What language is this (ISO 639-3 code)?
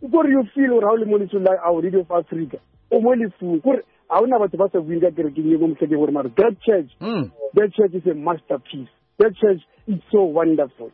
sot